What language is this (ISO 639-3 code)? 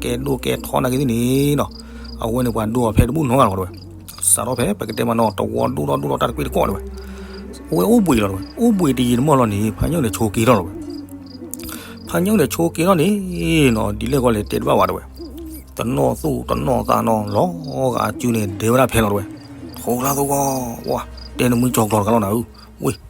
ksw